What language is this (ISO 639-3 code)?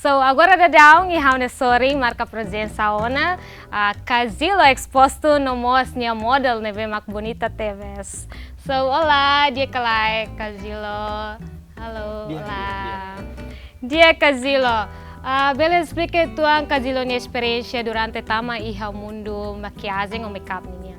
tet